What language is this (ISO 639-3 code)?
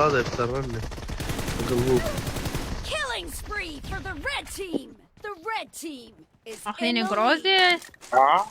acm